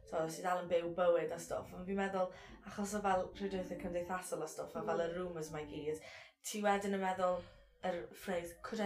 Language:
Welsh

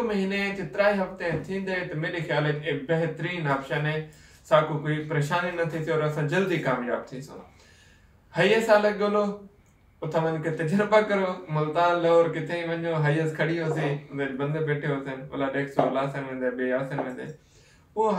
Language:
Saraiki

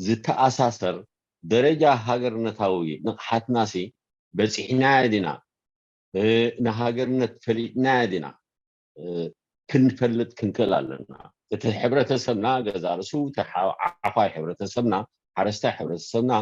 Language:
Tigrinya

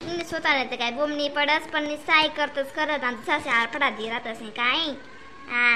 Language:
Khandesi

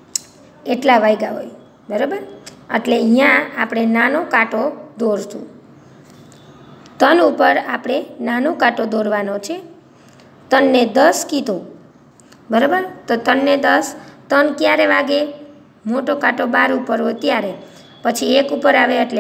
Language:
Gujarati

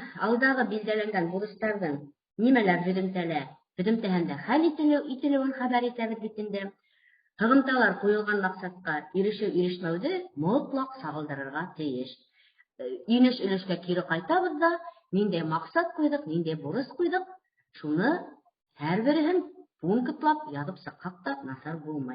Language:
Bashkir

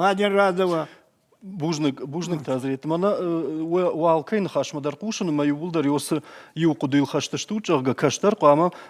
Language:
Ossetic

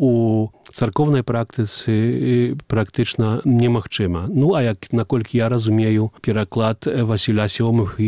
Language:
Belarusian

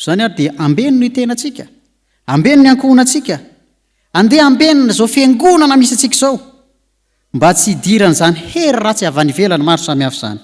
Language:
Malagasy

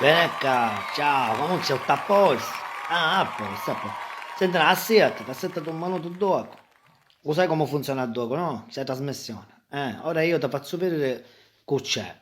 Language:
Sicilian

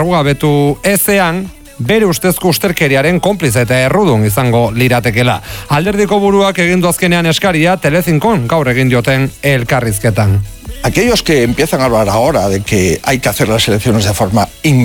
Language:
Basque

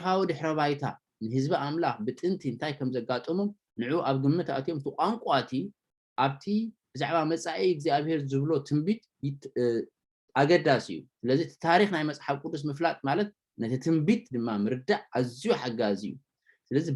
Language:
Tigrinya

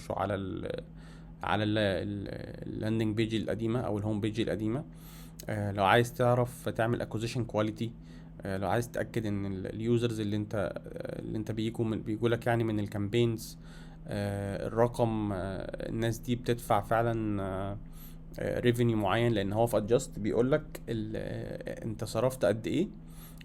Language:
Egyptian Arabic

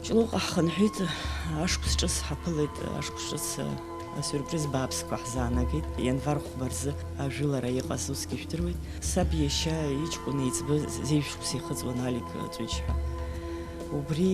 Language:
Abkhazian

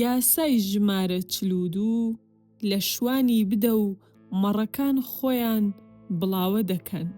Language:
Central Kurdish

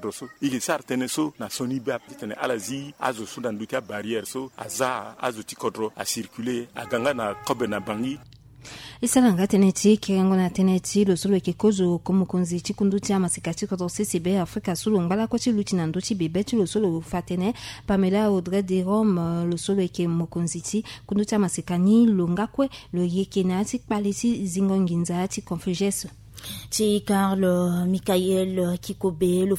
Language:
Sango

